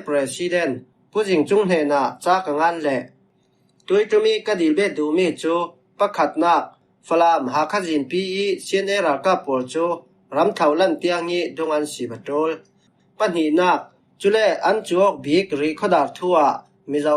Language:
Falam Chin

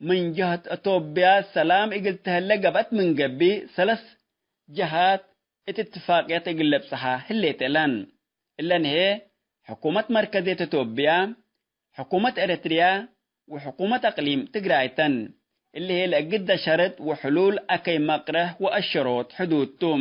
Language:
Tigre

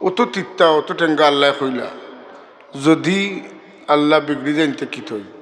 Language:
Sylheti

